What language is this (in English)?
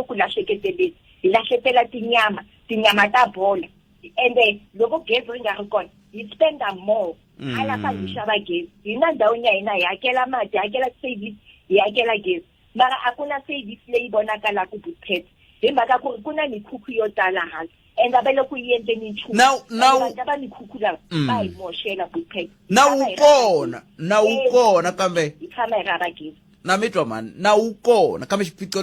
Tsonga